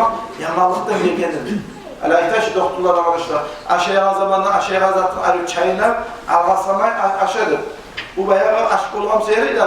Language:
Kumyk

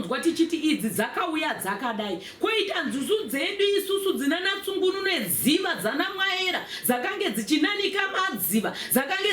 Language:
Shona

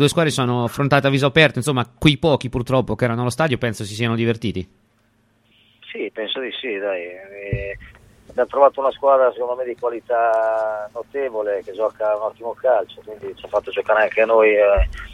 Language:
Italian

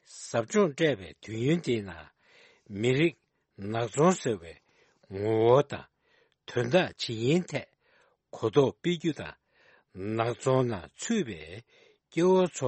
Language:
Tibetan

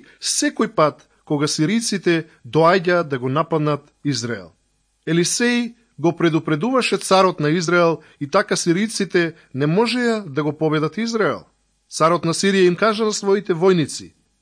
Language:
Macedonian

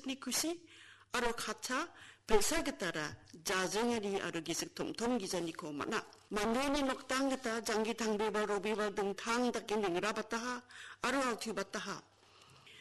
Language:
Garo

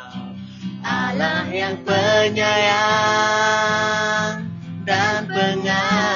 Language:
Indonesian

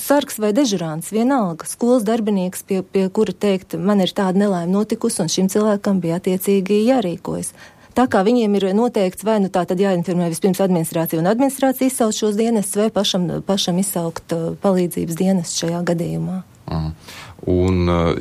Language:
Latvian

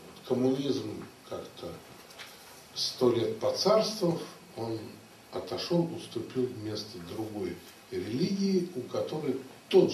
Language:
Russian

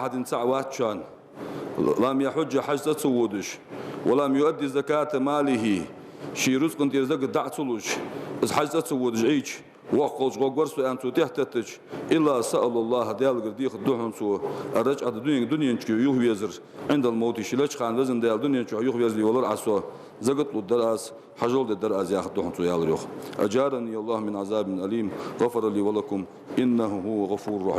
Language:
Ingush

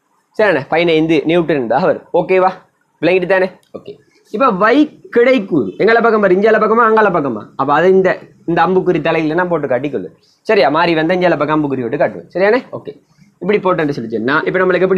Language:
Tamil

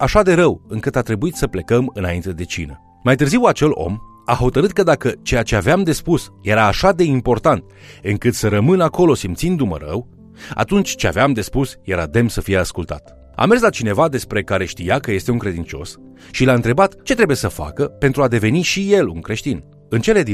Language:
Romanian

